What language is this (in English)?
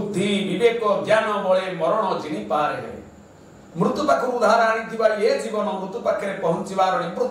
Odia